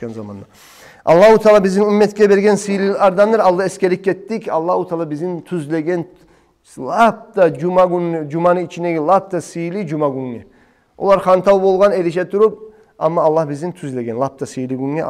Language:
Kumyk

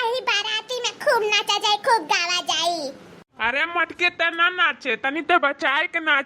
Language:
Awadhi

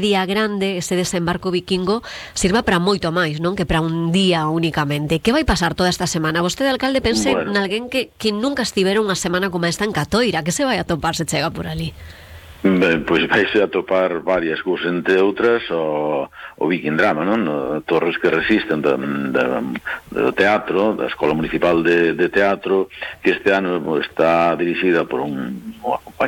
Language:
Galician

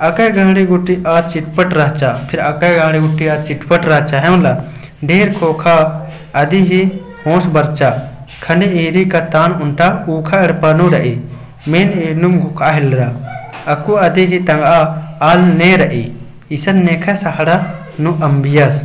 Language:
Kurukh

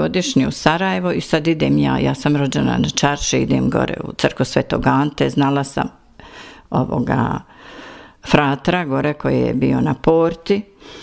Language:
Bosnian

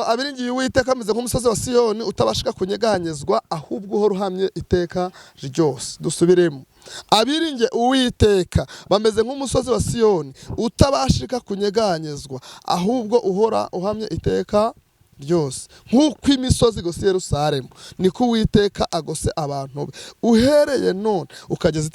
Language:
Kinyarwanda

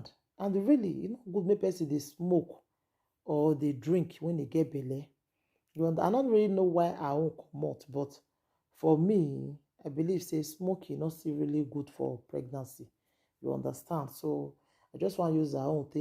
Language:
Nigerian Pidgin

